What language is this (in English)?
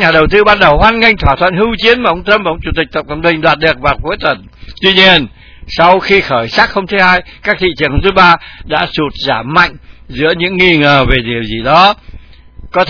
Vietnamese